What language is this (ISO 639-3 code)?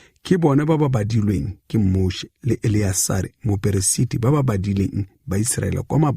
tsn